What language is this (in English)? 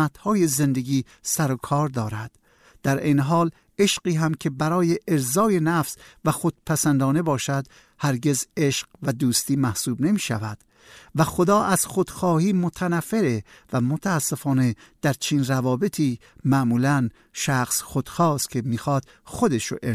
Persian